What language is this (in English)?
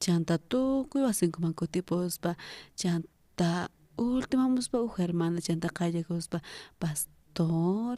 South Bolivian Quechua